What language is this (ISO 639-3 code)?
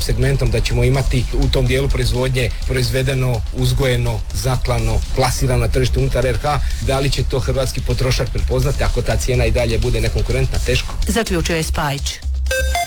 hrv